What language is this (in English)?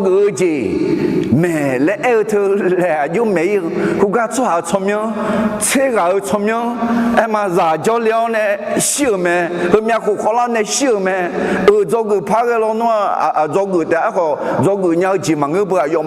Akha